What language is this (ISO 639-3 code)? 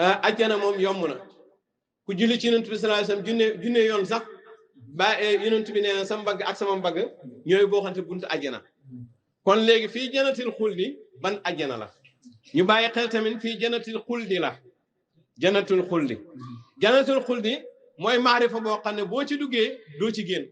wol